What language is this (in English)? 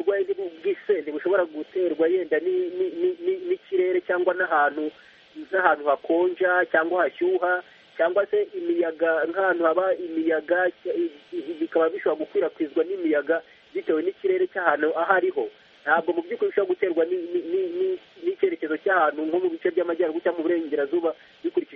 Kinyarwanda